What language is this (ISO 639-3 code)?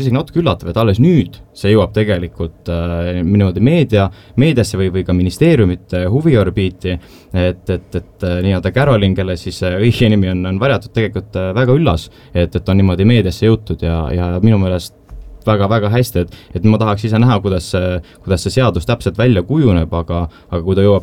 est